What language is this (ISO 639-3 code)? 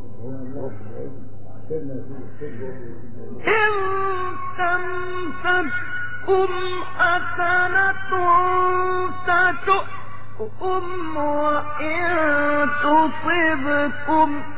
ara